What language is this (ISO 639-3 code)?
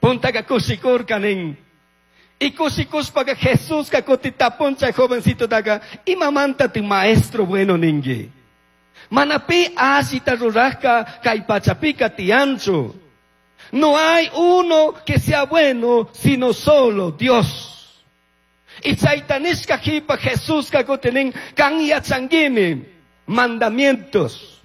qug